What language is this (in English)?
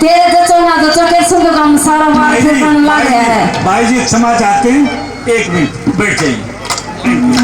Haryanvi